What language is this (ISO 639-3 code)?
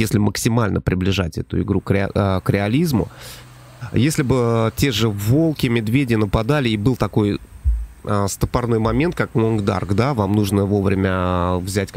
rus